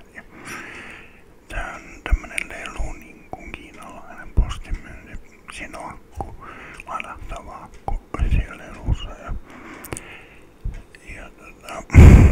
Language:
Finnish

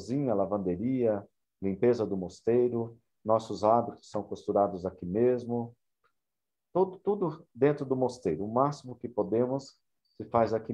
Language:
Portuguese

